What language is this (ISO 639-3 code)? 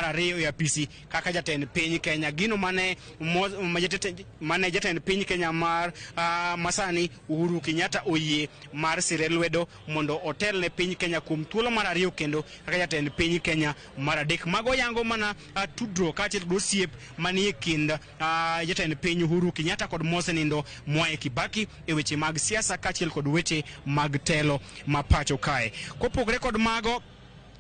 luo